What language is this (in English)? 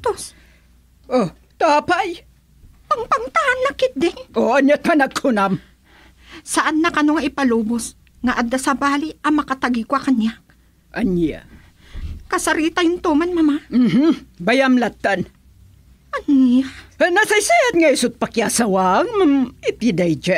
Iloko